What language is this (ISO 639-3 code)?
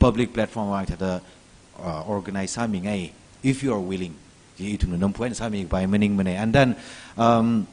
nmf